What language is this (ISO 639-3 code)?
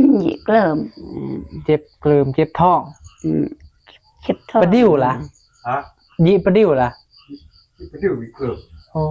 tts